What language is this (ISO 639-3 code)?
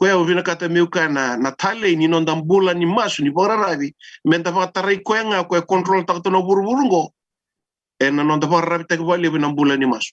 fij